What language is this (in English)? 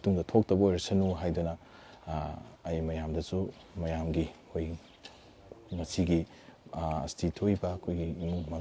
Manipuri